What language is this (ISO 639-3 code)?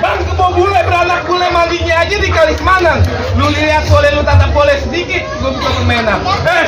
bew